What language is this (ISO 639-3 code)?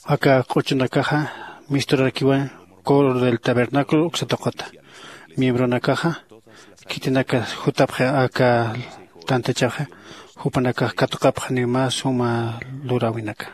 aym